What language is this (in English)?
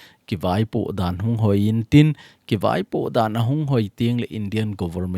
Thado Chin